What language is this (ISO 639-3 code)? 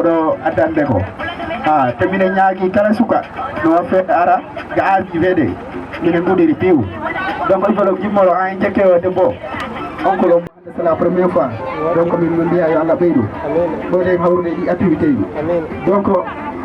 ful